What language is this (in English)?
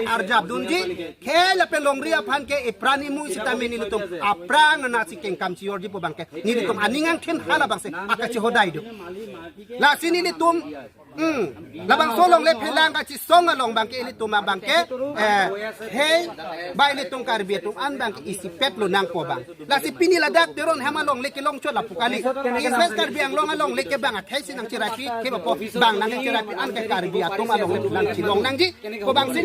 Karbi